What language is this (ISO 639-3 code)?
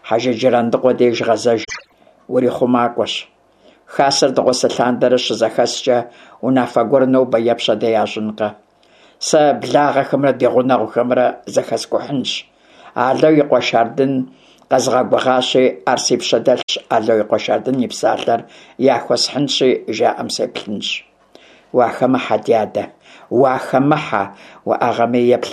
kbd